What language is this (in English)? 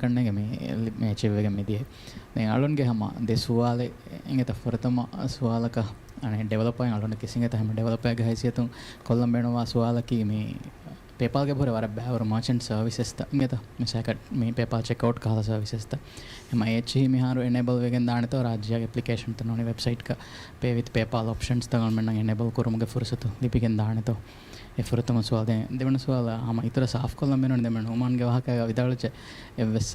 Divehi